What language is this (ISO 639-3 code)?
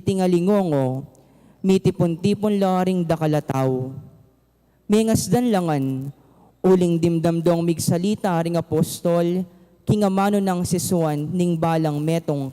pam